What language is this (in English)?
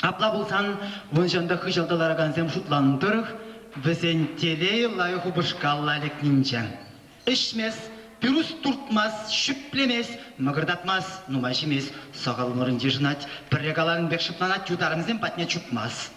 Chuvash